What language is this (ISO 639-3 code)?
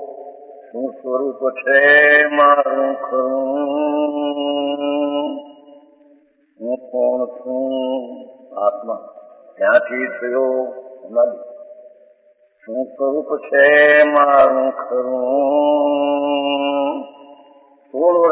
guj